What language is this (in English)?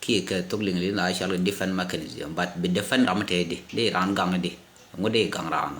Nuer